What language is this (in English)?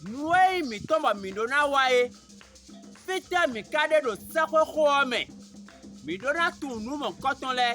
Fon